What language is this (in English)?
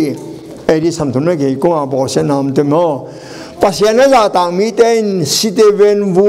Tedim Chin